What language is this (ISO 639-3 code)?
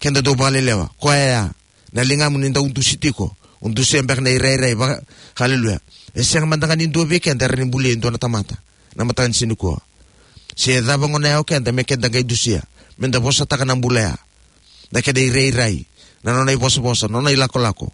fij